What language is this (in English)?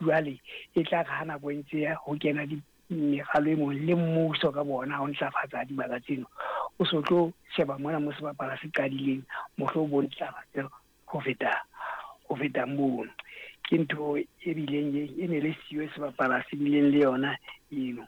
Southern Sotho